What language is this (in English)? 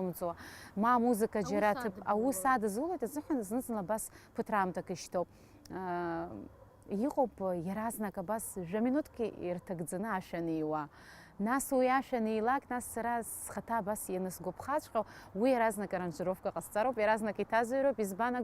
Abkhazian